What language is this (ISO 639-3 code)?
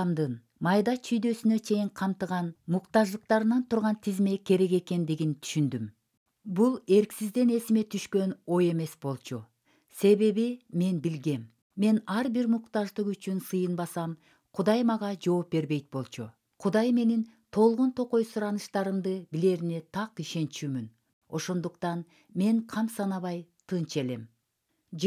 kir